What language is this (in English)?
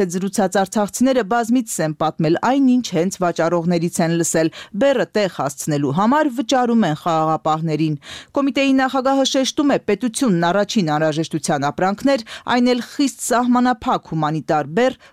Armenian